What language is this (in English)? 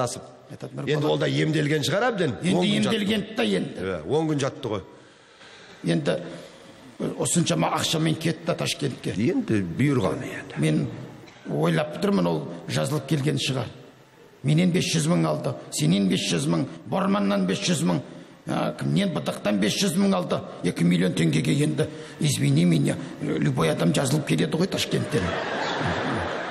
Kazakh